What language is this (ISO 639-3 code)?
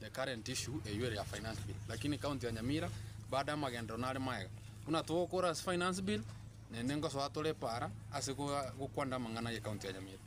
guz